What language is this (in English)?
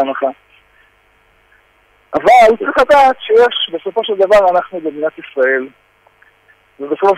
Hebrew